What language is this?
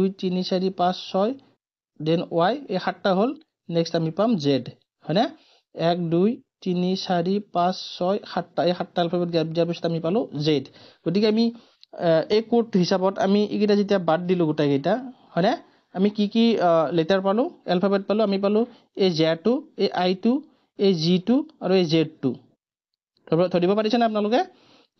Assamese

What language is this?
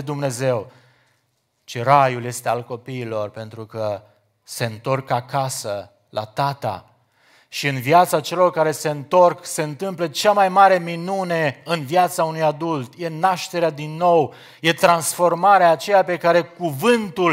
Romanian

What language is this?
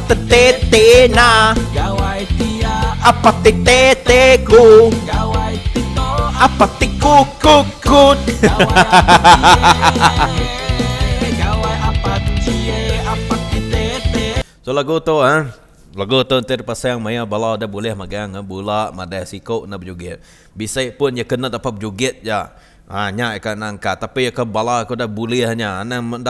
Iban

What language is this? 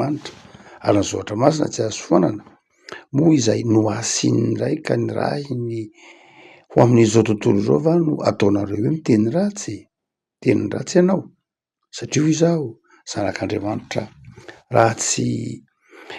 Malagasy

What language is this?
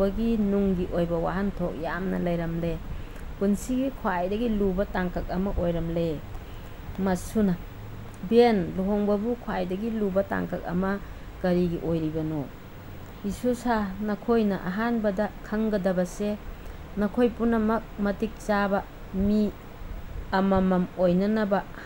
Manipuri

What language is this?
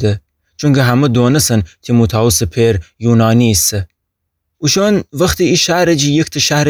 Gilaki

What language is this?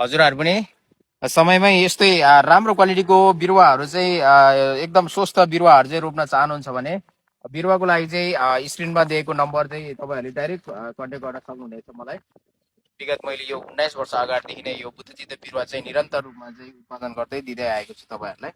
Nepali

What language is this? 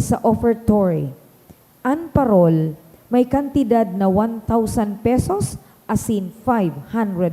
Bikol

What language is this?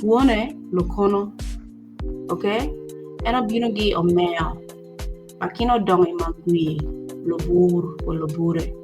Acoli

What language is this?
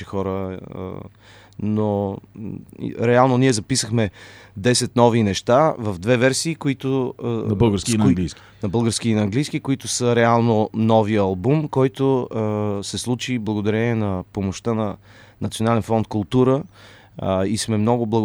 Bulgarian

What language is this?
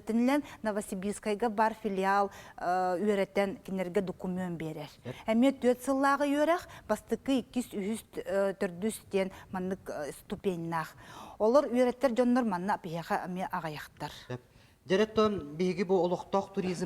Yakut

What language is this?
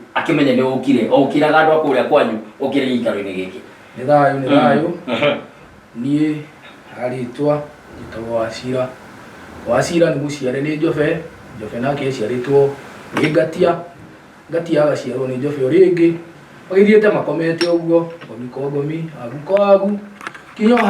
Kikuyu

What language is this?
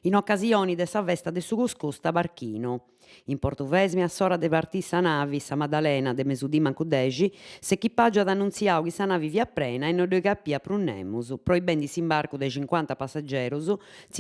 Sardinian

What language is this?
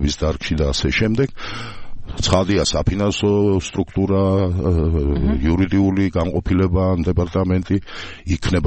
Georgian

